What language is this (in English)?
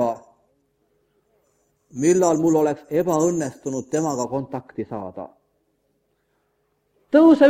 Estonian